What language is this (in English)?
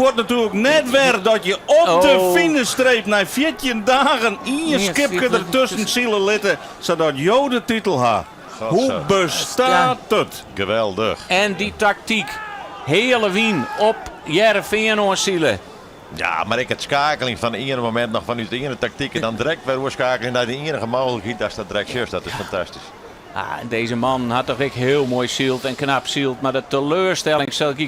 Western Frisian